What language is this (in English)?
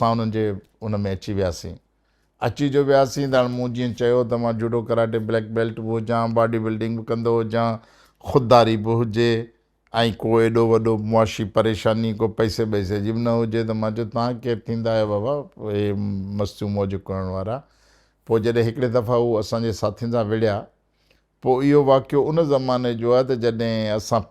Sindhi